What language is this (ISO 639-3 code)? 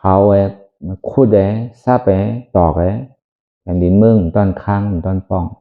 shn